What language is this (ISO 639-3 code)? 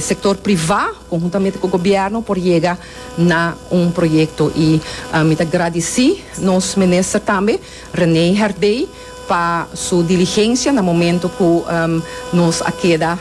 pap